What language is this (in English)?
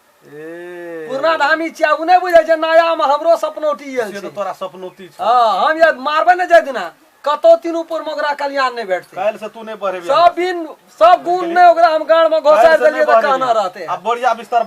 Maithili